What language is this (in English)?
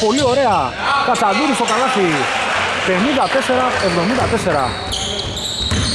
Greek